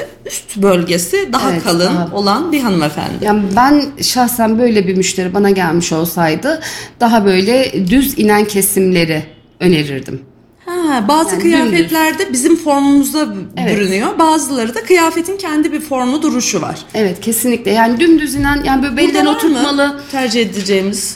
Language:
Turkish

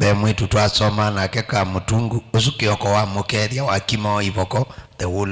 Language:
Kamba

